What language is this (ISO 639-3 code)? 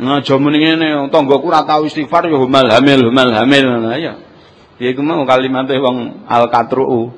jav